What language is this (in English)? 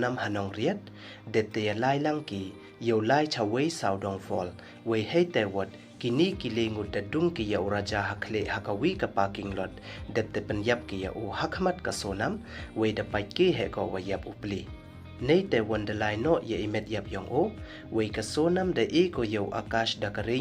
Pnar